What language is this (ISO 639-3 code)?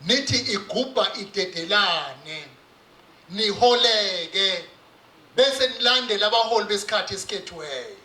zul